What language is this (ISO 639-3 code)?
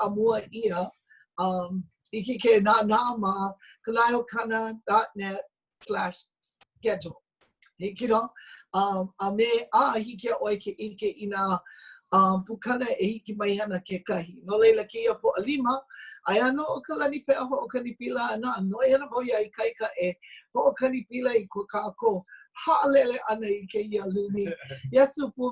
haw